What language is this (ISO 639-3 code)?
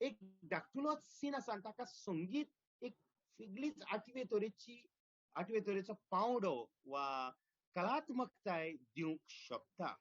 kok